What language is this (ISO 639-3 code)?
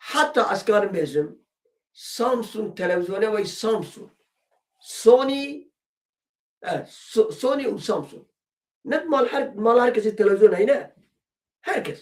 kur